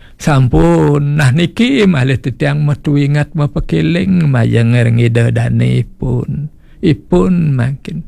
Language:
Balinese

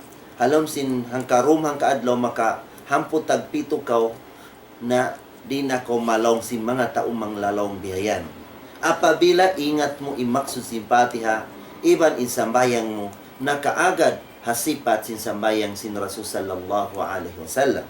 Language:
Tausug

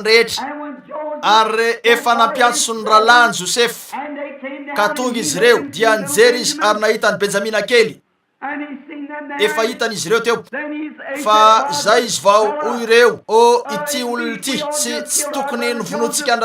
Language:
Malagasy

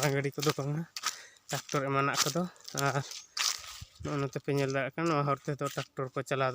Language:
Santali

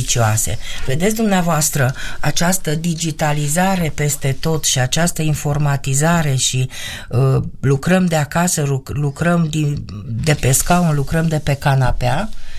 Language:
Romanian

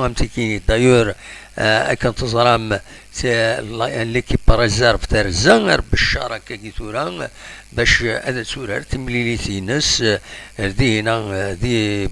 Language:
Kabyle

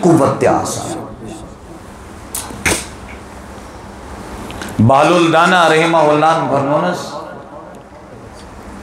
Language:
Kashmiri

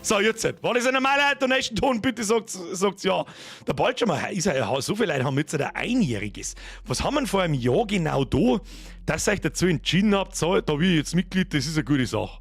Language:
Bavarian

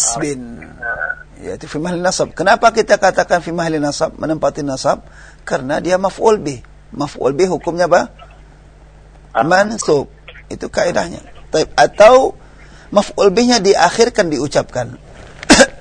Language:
Indonesian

